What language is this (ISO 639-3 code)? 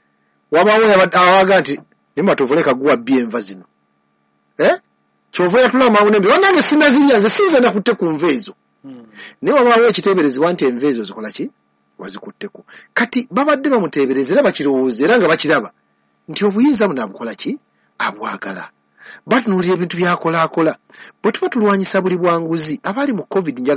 lug